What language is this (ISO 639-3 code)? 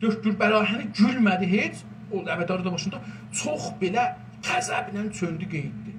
azb